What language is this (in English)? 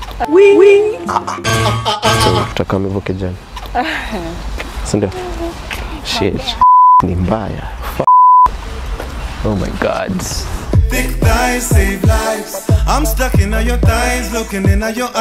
Swahili